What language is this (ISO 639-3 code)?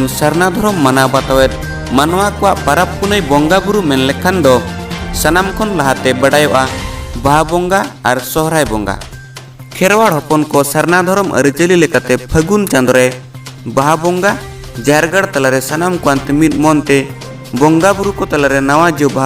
sat